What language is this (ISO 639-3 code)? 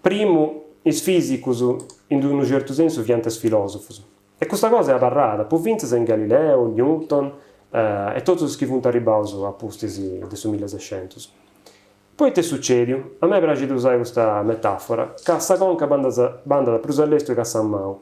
srd